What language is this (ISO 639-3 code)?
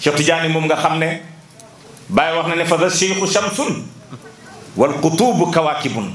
wol